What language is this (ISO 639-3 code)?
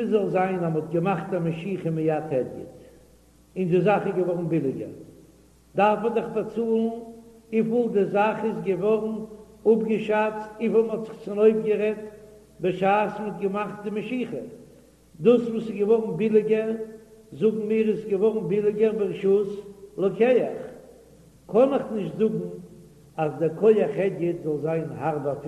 yid